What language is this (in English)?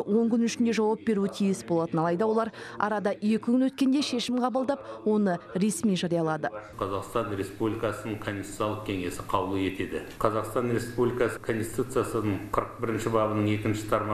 Kazakh